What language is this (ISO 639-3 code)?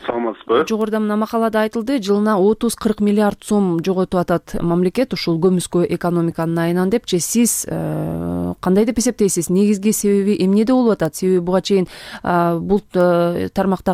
kir